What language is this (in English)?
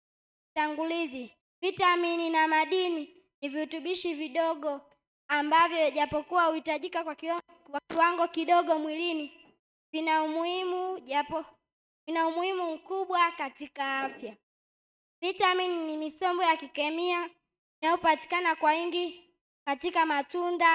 Swahili